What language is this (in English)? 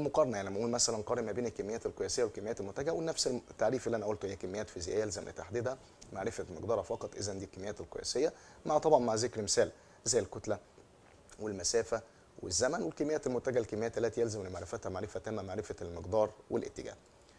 Egyptian Arabic